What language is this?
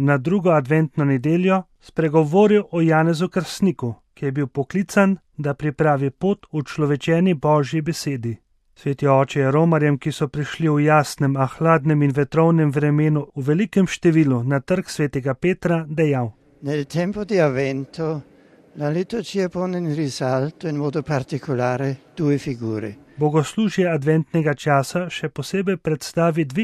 Slovenian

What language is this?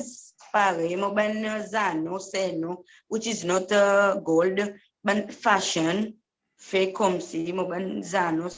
Seselwa Creole French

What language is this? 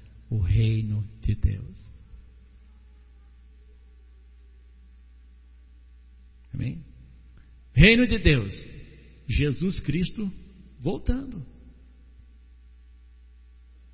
Portuguese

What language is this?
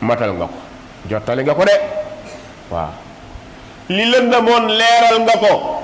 Wolof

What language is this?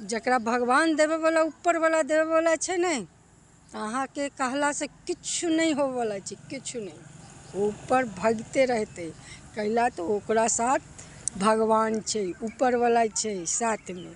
Maithili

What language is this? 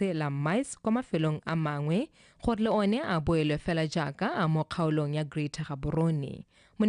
Tswana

